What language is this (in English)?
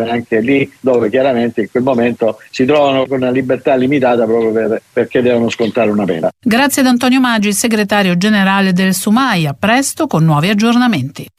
Italian